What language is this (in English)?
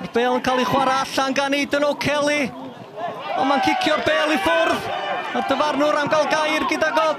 Welsh